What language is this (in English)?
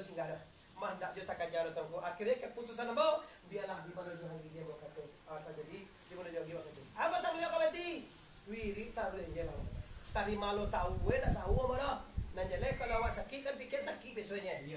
Minangkabau